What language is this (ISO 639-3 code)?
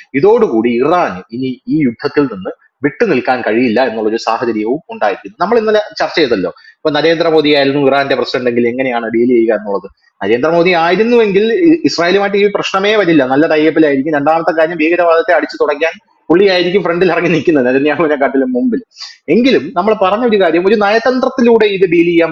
mal